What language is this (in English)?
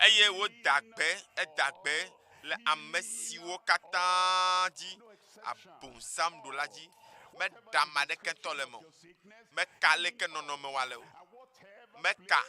Ewe